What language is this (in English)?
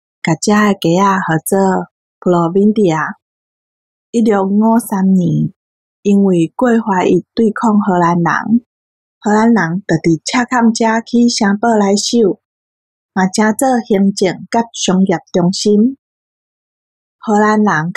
Min Nan Chinese